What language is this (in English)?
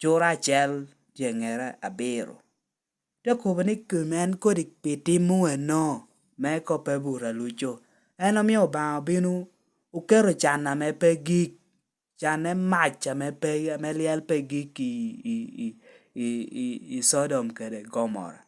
Lango (Uganda)